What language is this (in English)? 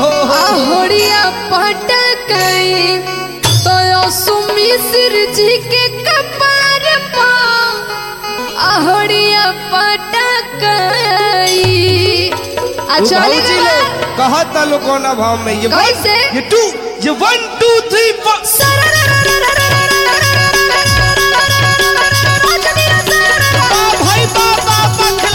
Bhojpuri